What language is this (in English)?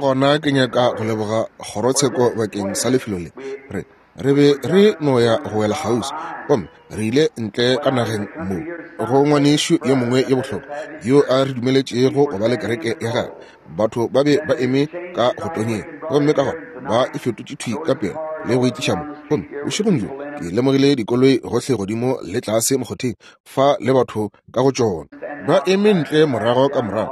Northern Sotho